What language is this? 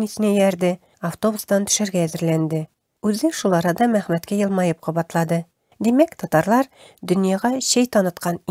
Tatar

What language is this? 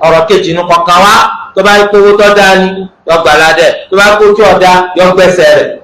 Yoruba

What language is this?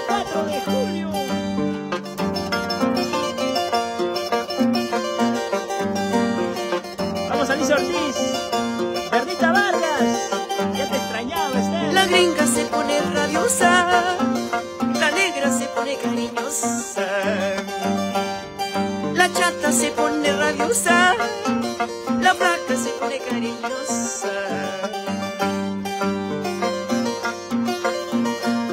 Spanish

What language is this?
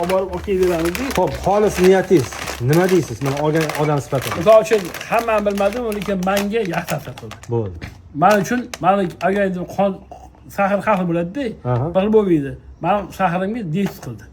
Uzbek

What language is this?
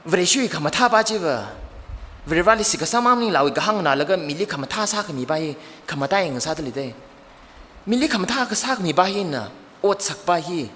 Tangkhul Naga (India)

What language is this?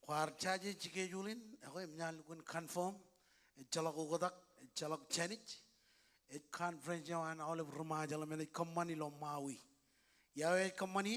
Marshallese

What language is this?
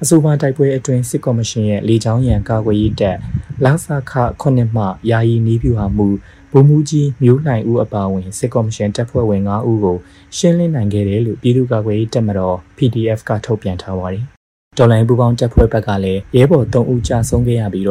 Burmese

